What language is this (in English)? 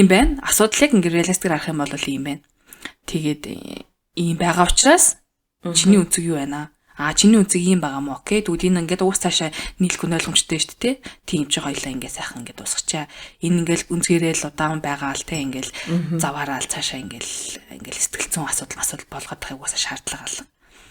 Mongolian